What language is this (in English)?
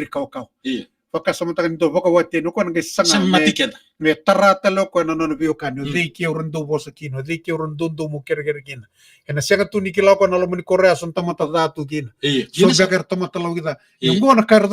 Fijian